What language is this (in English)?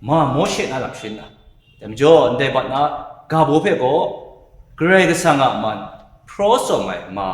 Kachin